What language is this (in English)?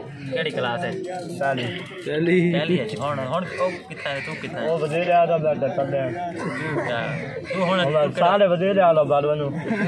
Saraiki